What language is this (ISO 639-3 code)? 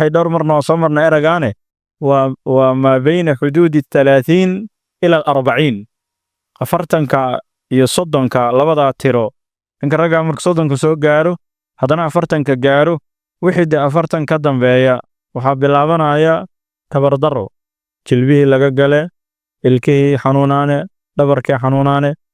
som